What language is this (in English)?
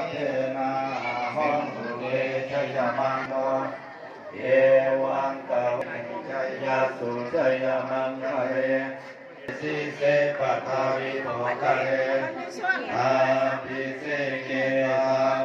Pali